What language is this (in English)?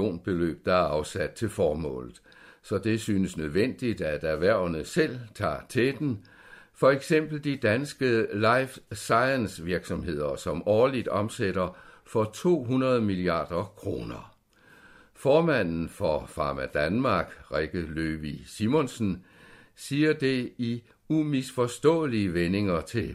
Danish